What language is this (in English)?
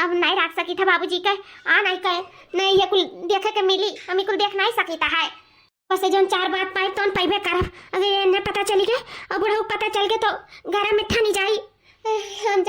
Awadhi